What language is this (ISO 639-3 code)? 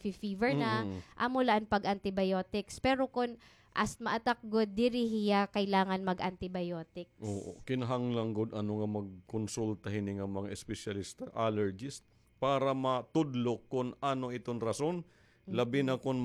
war